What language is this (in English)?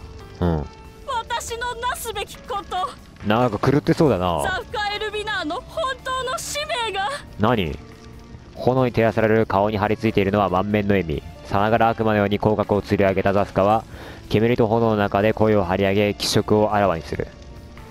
Japanese